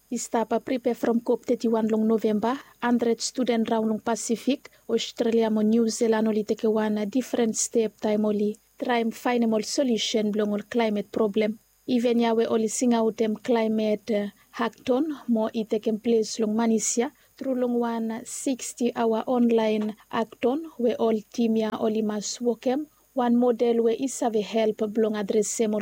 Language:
Bislama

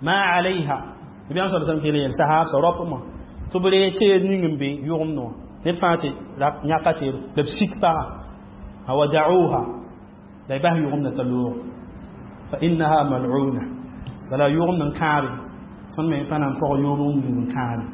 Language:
Mossi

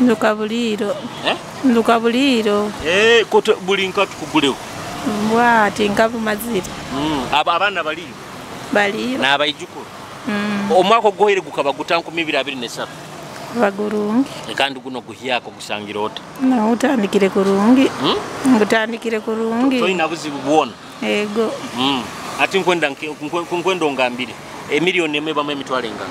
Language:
Nyoro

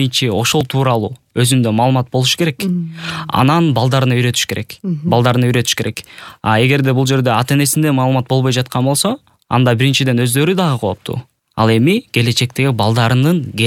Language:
Kyrgyz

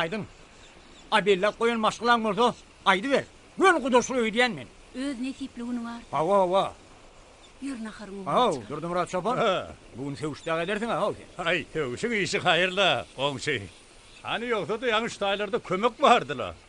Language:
Turkmen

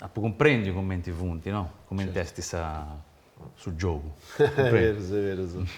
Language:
Sardinian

